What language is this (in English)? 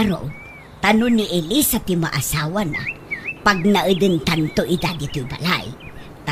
Iloko